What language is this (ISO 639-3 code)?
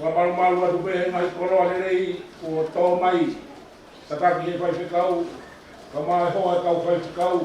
ton